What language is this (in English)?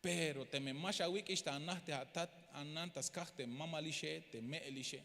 Tzeltal